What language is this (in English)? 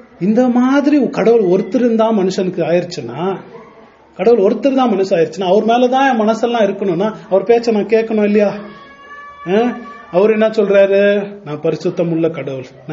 Tamil